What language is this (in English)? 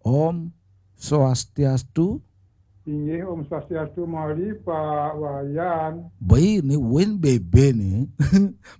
Balinese